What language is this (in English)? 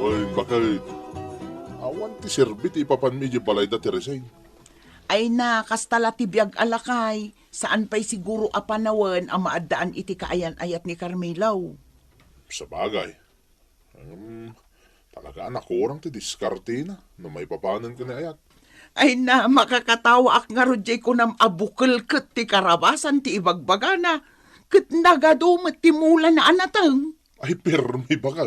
Iloko